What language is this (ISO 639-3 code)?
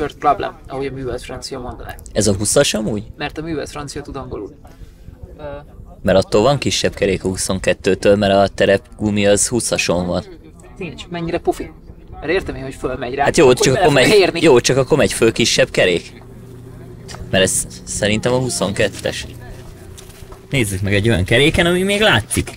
hun